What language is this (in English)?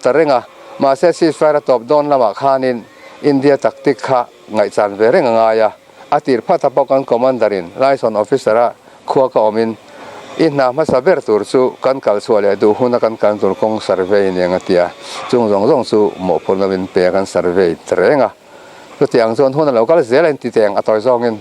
Mizo